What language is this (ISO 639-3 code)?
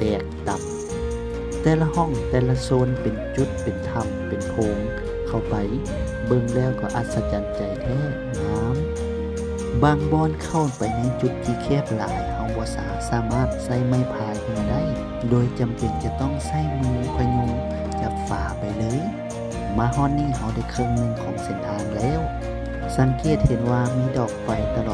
lao